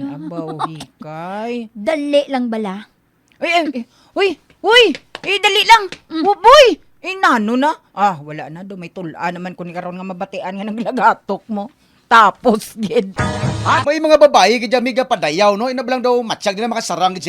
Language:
Hiligaynon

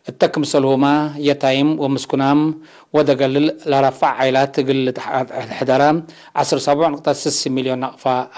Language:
Tigre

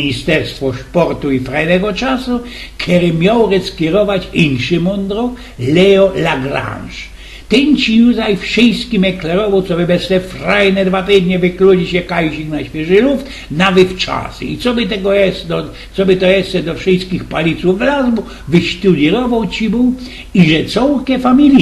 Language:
Silesian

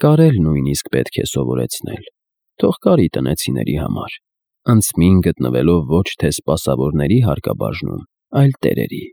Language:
Armenian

